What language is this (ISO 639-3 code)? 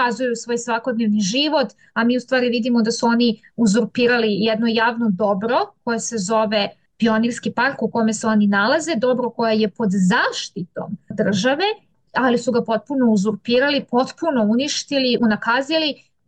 srp